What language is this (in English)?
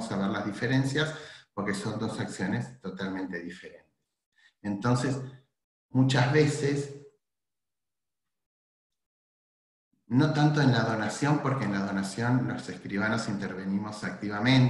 Spanish